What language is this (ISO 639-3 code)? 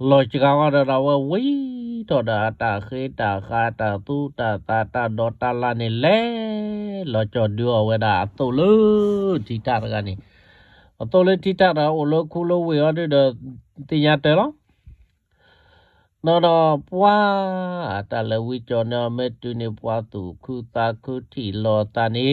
ksw